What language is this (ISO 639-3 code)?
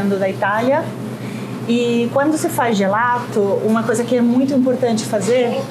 por